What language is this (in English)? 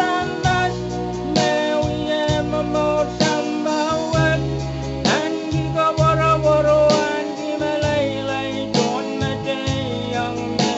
Pohnpeian